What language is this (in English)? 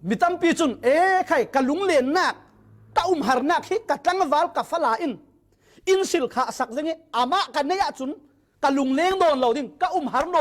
Falam Chin